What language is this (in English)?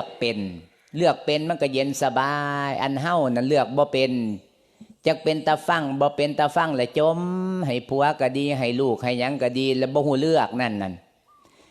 Lao